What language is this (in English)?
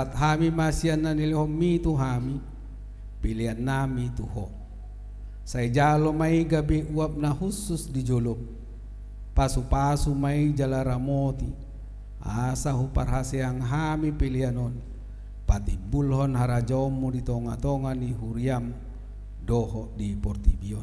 Batak Toba